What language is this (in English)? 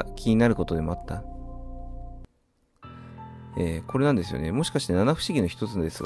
Japanese